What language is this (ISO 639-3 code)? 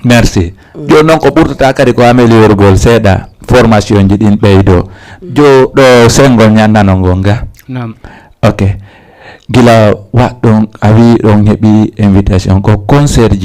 ful